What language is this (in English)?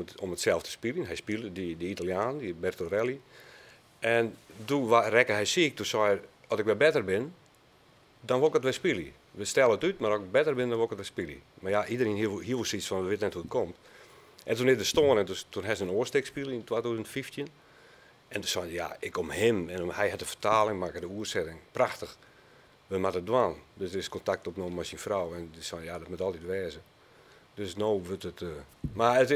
Western Frisian